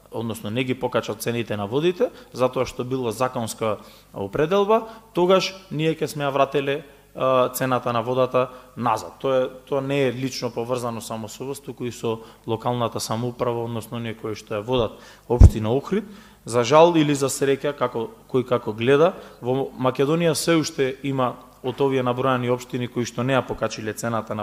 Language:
Macedonian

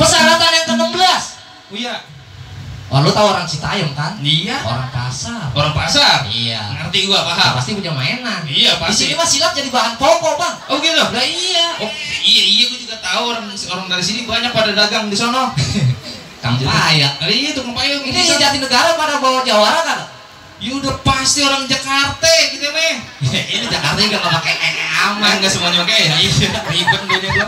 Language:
Betawi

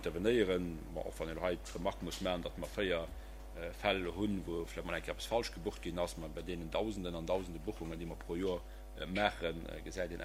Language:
Luxembourgish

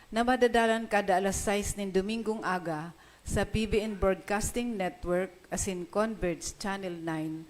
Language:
Bikol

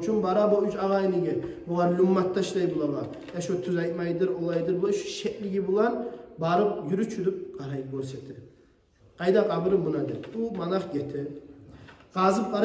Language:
Kumyk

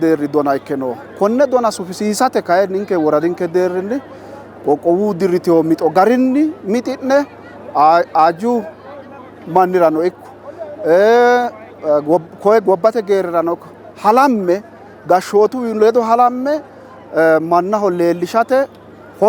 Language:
Sidamo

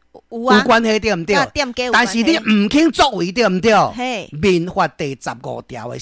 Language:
Min Nan Chinese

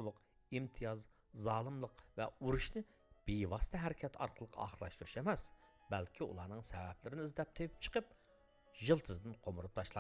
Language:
Uyghur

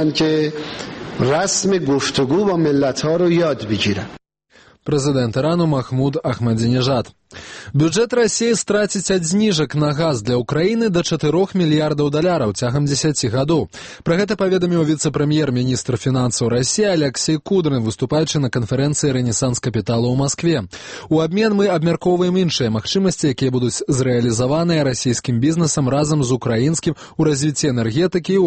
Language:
Belarusian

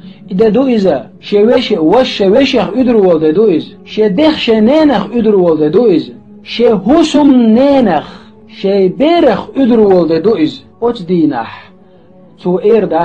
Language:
Chechen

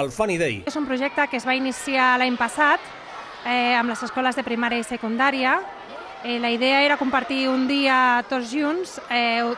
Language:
Catalan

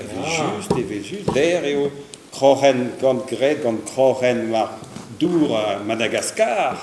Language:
Breton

